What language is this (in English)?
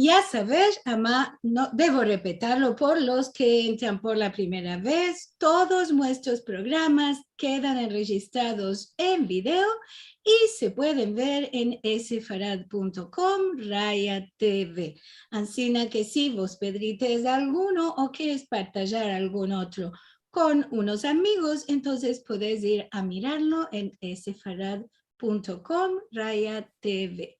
Ladino